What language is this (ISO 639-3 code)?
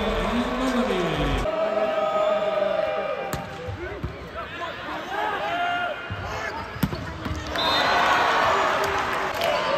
eng